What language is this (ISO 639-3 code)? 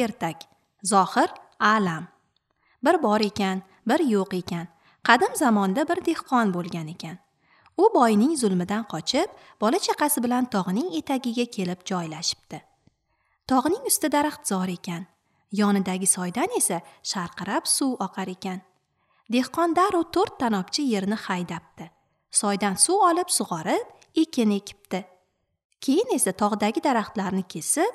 uzb